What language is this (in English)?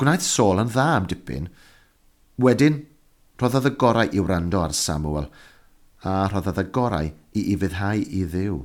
Welsh